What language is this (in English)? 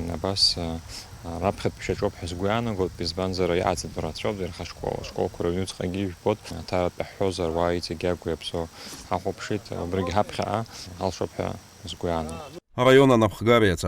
Abkhazian